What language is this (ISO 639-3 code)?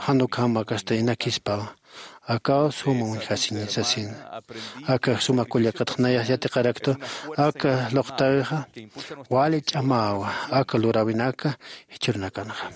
aym